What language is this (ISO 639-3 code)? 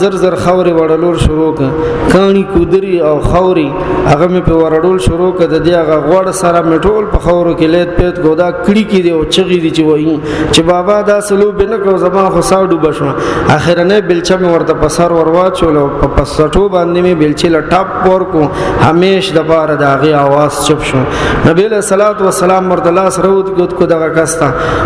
pus